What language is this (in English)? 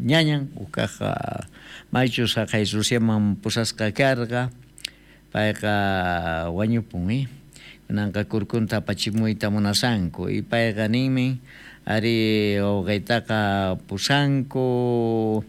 South Bolivian Quechua